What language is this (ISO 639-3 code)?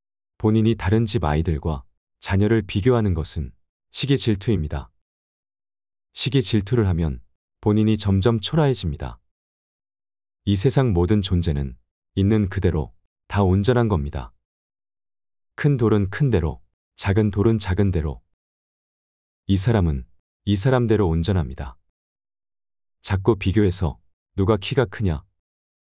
kor